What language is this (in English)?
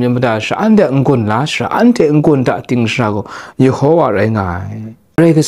Kachin